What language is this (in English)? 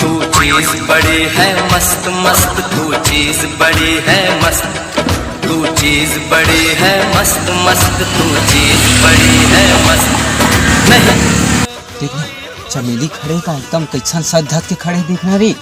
Chhattisgarhi